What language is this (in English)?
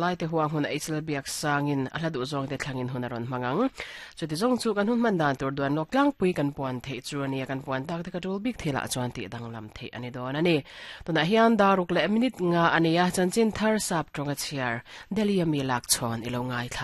Mizo